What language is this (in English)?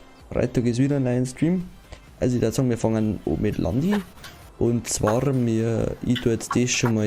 Bavarian